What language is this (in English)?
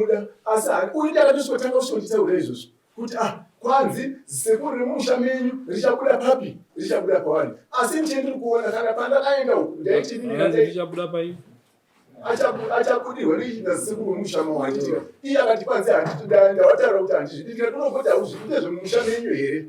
Shona